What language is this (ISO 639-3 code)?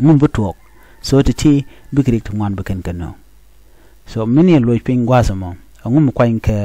nus